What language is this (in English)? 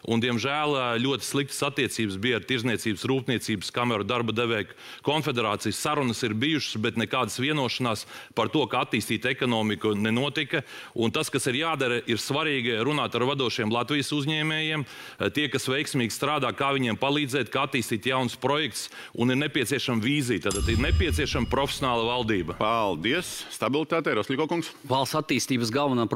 Latvian